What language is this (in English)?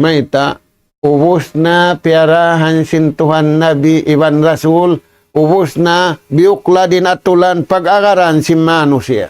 Tausug